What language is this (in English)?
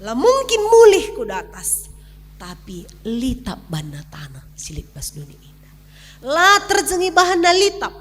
Batak Karo